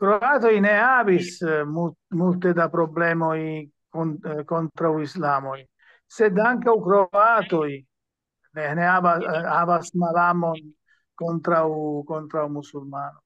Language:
Esperanto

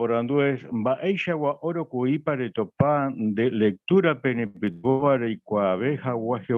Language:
Guarani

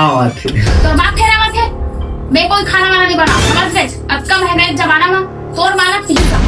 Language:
Chhattisgarhi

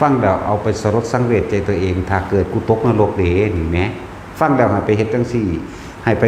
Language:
Northeastern Thai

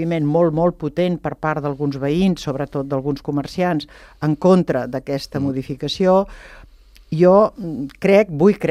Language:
Catalan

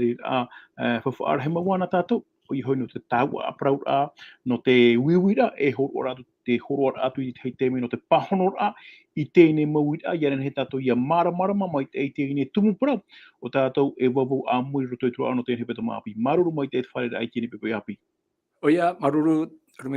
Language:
Tahitian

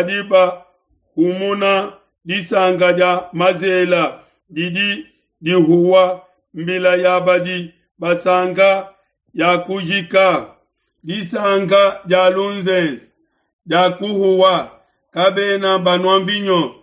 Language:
Luba-Lulua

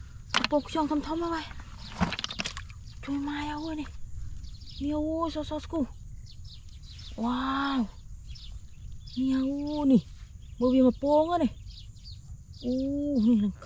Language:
Vietnamese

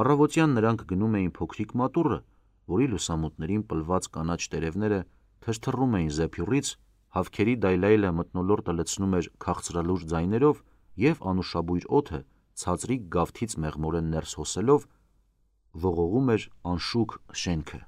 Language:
Armenian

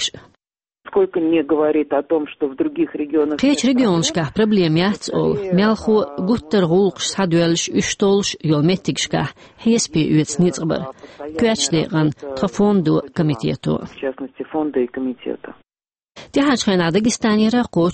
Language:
Chechen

